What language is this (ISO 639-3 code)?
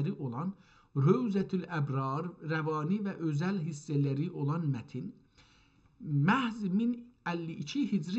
azb